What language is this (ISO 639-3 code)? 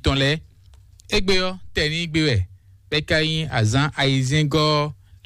fon